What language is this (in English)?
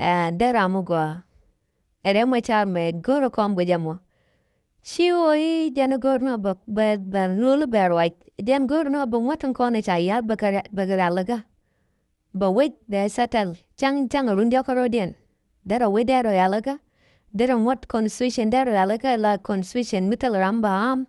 Nuer